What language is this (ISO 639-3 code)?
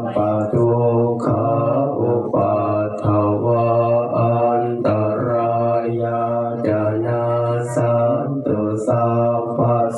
pli